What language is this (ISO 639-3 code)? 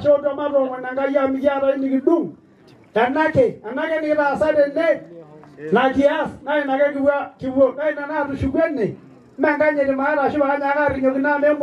mas